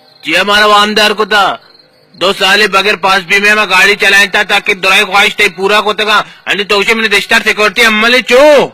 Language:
Baluchi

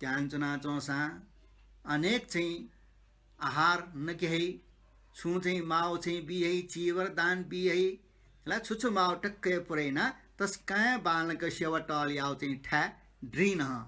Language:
Newari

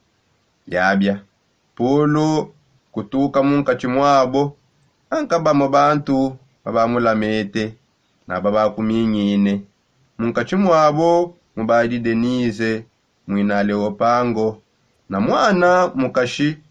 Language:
Songe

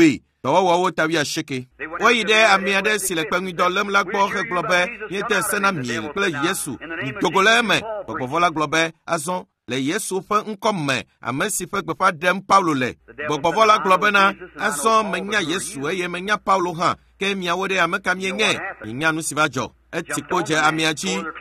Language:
Ewe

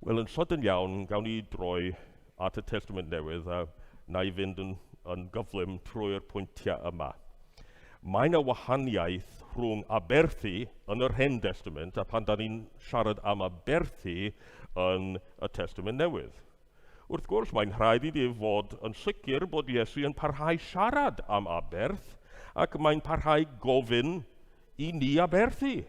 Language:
Welsh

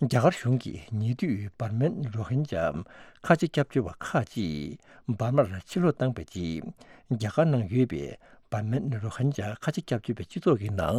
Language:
Tibetan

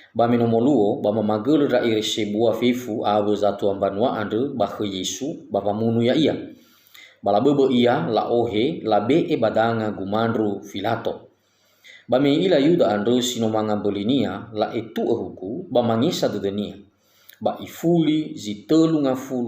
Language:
Nias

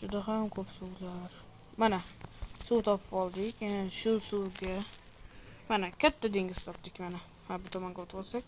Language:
Uzbek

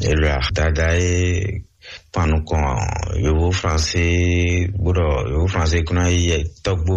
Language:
Fon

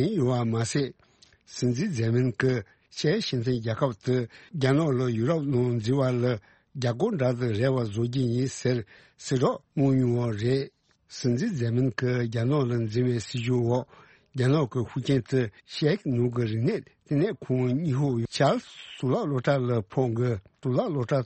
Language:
Tibetan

